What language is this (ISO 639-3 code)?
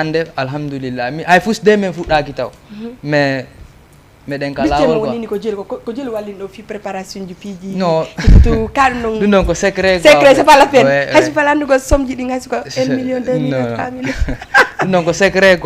ful